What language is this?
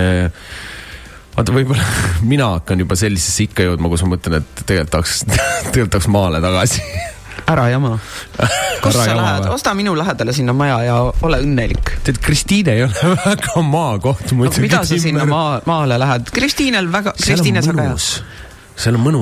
Estonian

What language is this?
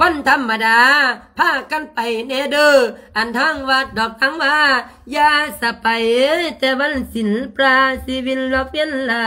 Lao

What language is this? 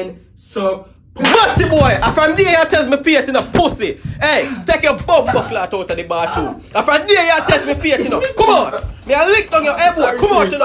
Jamaican Creole English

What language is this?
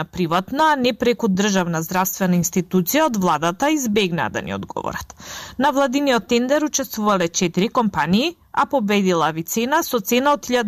Macedonian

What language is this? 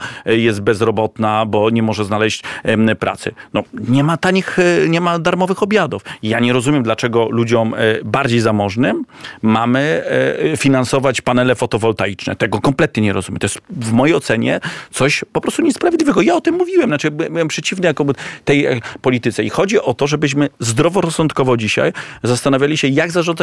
Polish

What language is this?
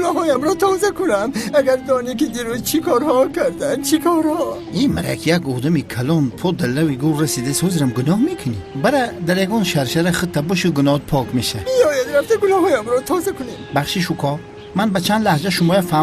Tajik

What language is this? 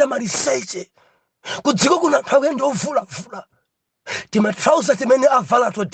Nyanja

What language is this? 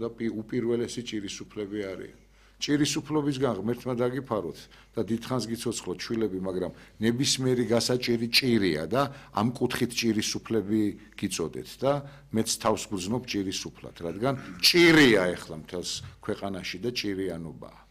Georgian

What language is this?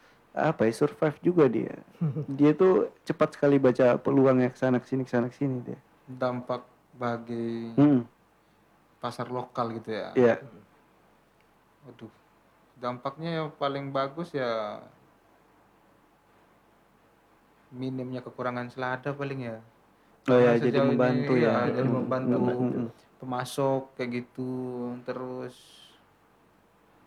Indonesian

